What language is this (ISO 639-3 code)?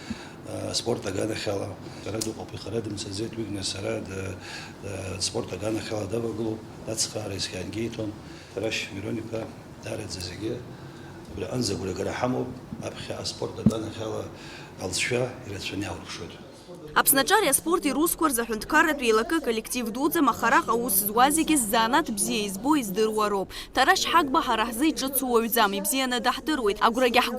abk